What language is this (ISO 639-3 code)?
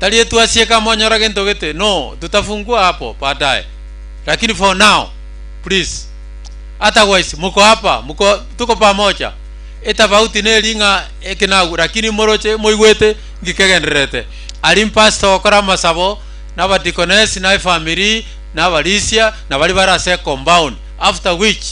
guz